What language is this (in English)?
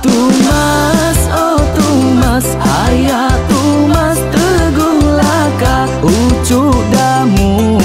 Iban